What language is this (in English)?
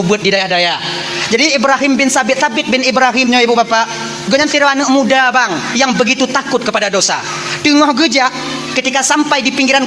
Achinese